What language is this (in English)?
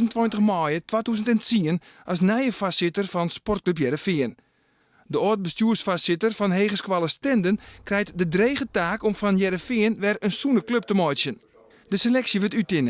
Western Frisian